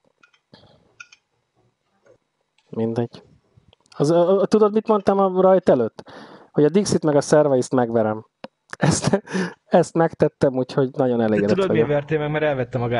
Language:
Hungarian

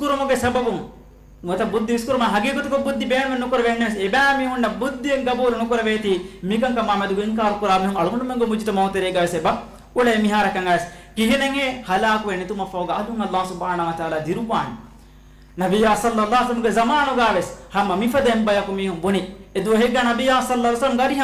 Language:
Divehi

